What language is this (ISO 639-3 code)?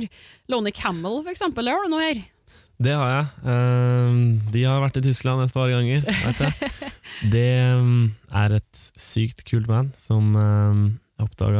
nor